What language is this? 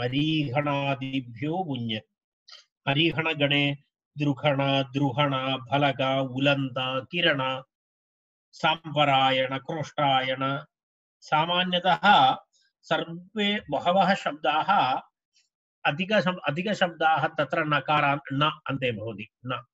Sanskrit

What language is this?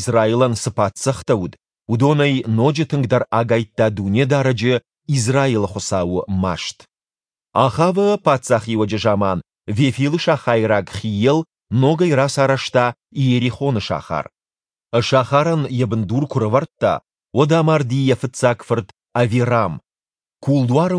Ossetic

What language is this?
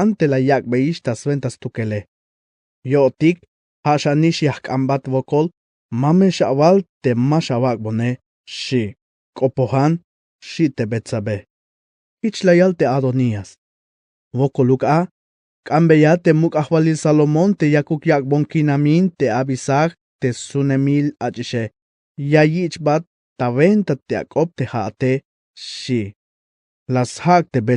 Tzeltal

